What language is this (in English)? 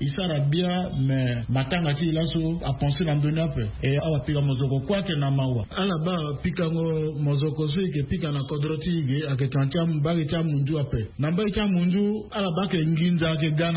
Sango